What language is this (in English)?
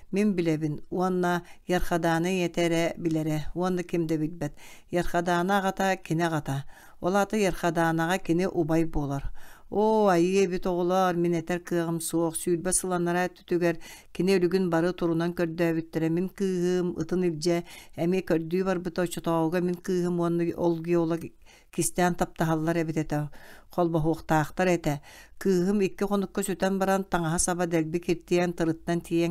Yakut